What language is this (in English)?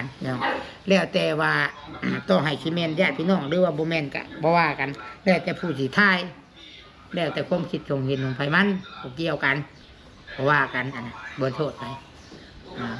Northeastern Thai